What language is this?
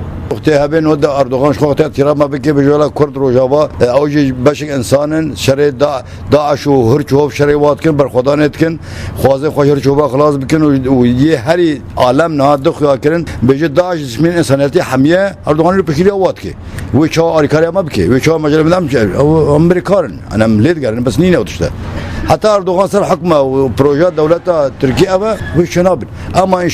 Kurdish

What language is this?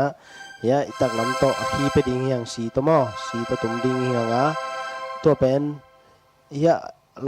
Tedim Chin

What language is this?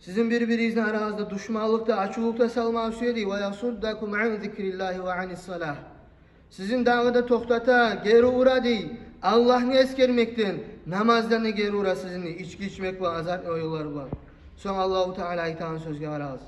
Kumyk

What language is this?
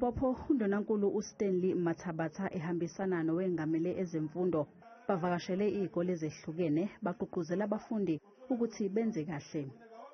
Zulu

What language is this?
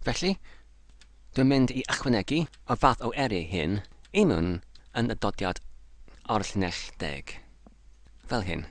Welsh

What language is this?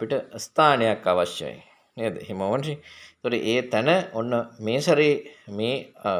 Sinhala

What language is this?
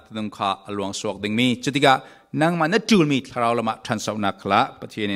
Falam Chin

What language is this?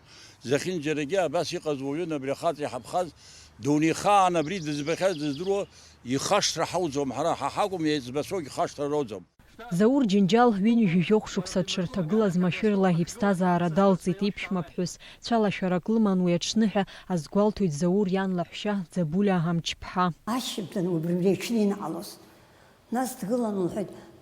Abkhazian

